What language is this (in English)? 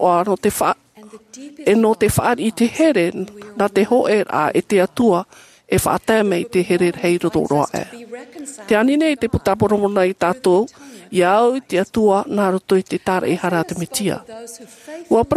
Tahitian